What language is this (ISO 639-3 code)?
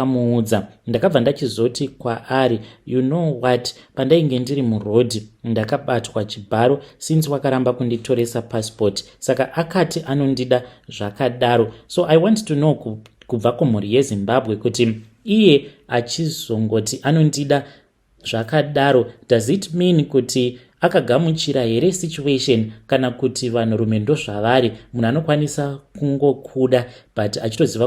sna